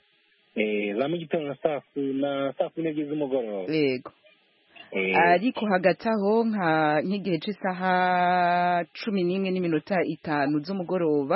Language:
Kinyarwanda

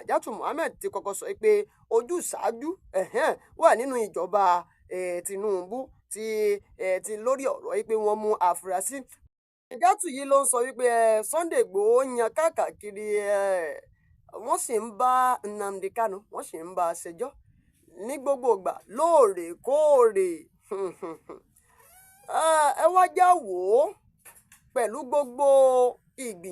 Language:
Yoruba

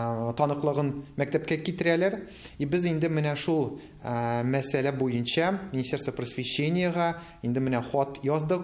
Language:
Tatar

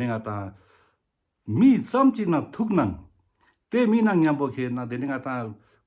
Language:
Ladakhi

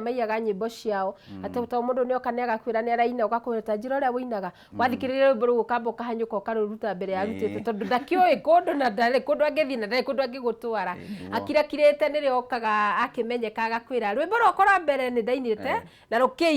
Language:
Kikuyu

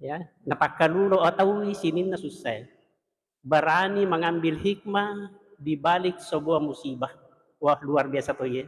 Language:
Buginese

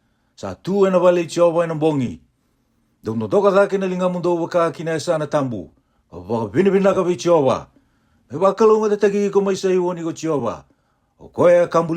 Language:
Fijian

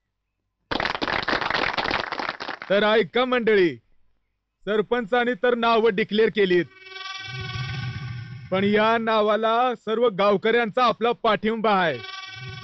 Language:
Marathi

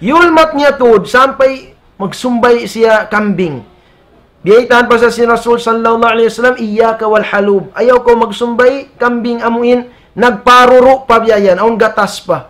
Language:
Tausug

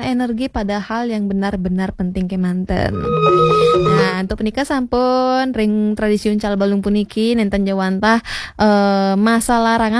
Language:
Balinese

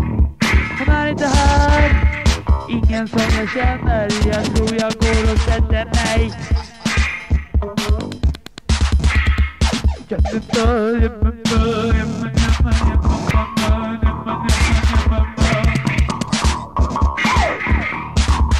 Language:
Swedish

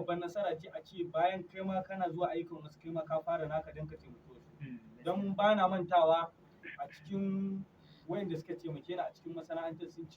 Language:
Hausa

